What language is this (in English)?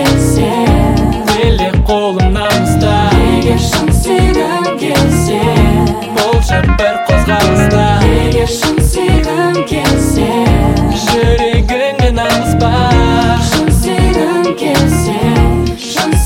Kazakh